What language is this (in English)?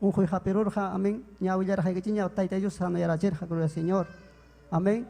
Ayacucho Quechua